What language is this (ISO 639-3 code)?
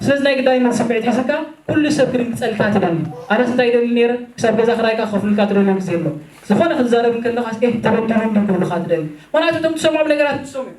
tir